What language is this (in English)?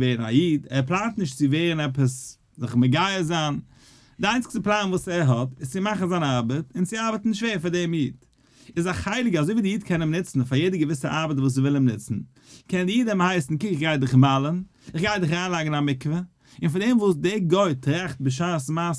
Yiddish